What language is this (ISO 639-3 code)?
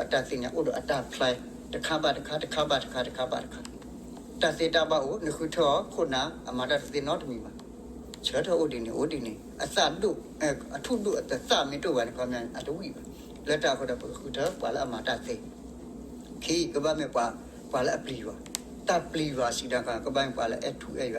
ksw